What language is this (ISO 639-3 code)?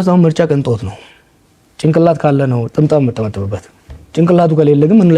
amh